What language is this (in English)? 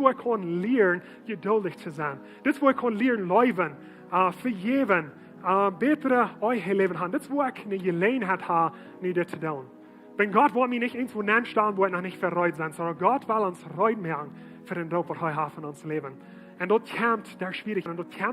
Plautdietsch